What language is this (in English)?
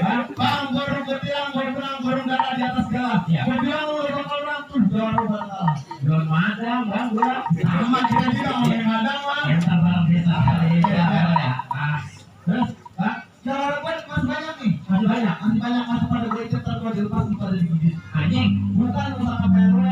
Betawi